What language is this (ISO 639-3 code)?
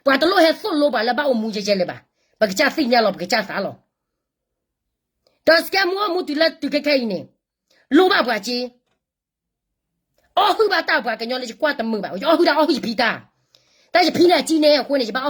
ksw